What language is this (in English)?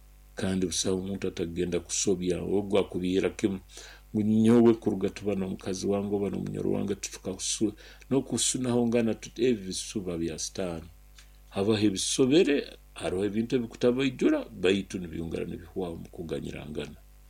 Nyoro